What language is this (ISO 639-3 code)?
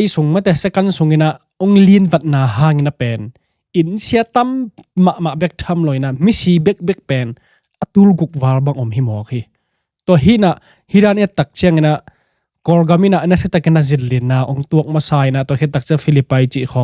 ctd